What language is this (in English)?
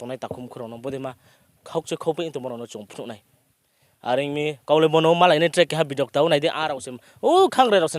Riang (India)